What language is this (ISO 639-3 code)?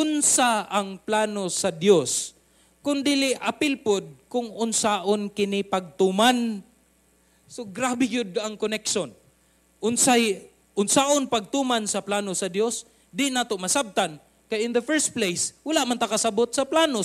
ceb